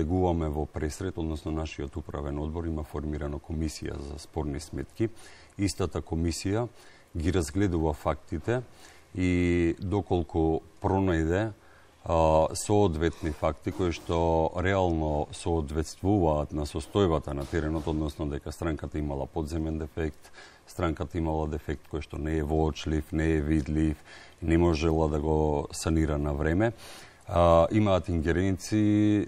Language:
Macedonian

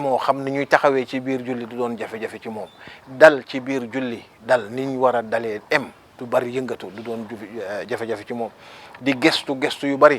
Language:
Wolof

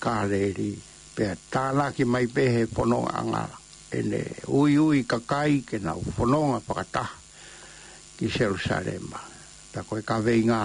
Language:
Tongan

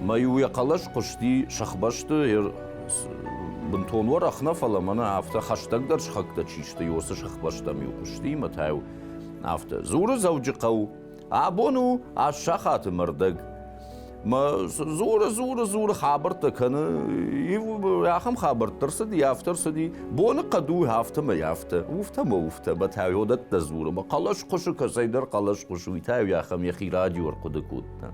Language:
Ossetic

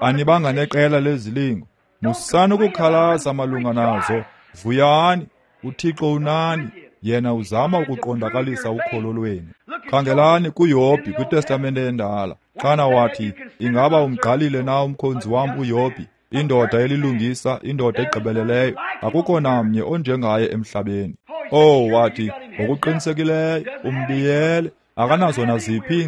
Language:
Xhosa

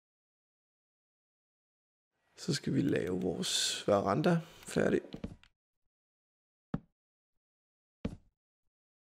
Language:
Danish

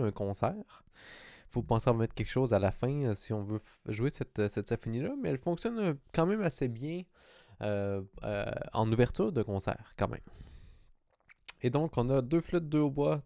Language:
French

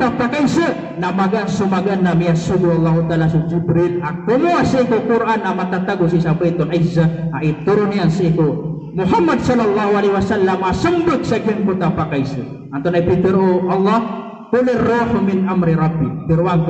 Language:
Maranao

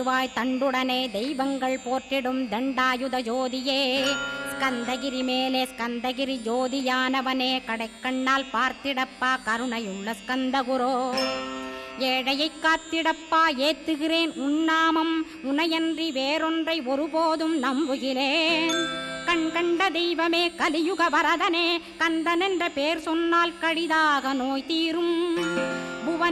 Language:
Tamil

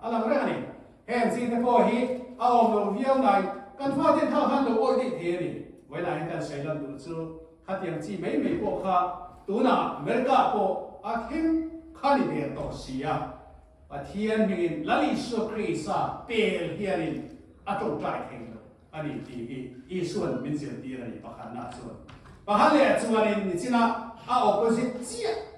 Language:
Mizo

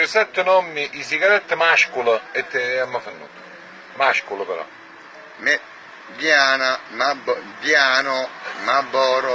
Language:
Neapolitan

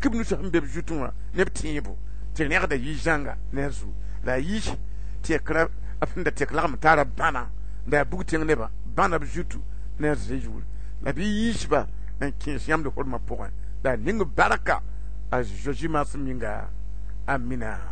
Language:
Mossi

